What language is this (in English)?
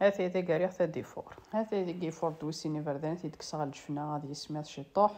Kabyle